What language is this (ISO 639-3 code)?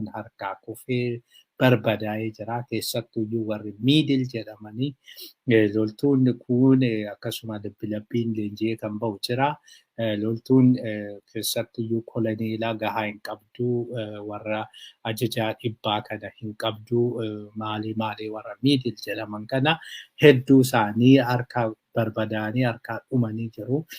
orm